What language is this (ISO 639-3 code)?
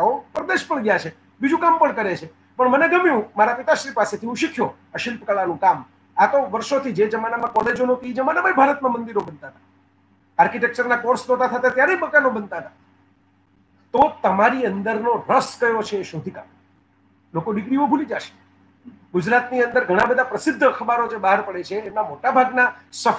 guj